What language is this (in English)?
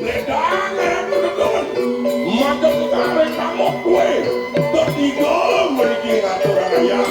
Balinese